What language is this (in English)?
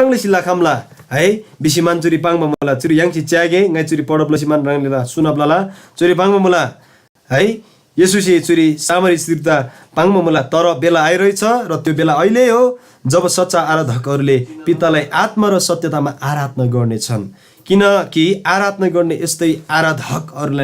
Eastern Tamang